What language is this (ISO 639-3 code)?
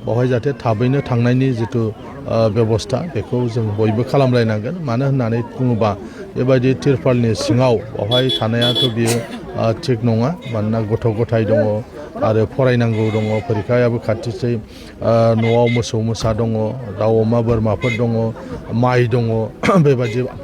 brx